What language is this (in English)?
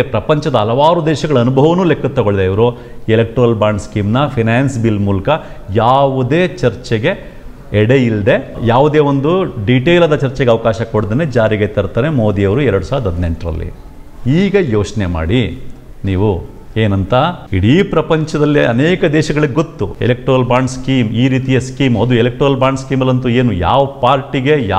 Kannada